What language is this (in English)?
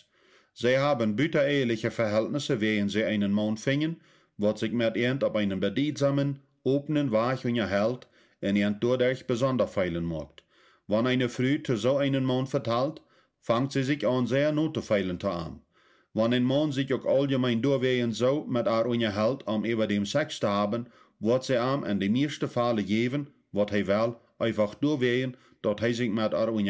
Plautdietsch